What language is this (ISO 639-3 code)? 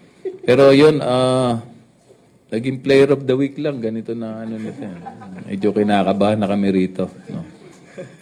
fil